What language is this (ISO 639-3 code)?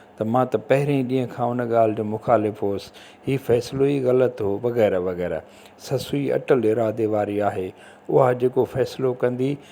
snd